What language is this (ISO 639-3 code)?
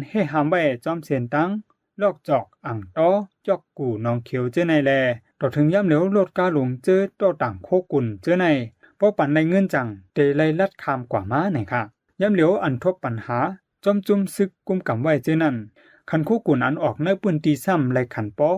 shn